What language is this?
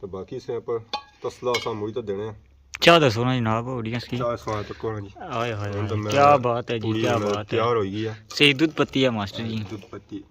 Pahari-Potwari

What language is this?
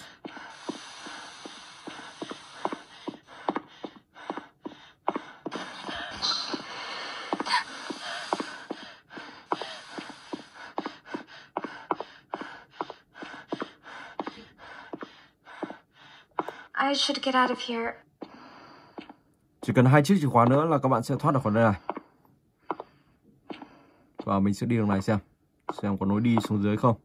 Vietnamese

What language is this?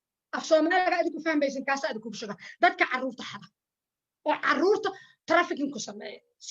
Somali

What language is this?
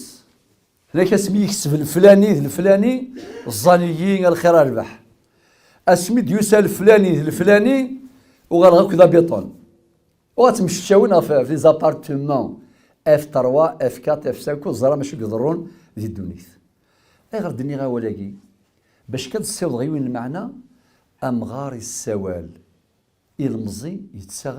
Kabyle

